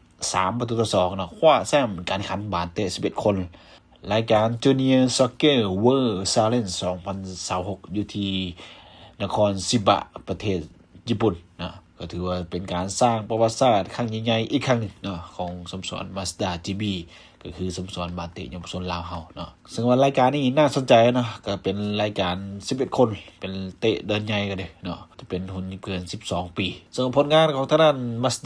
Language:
Lao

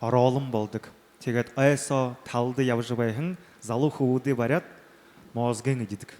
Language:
Buriat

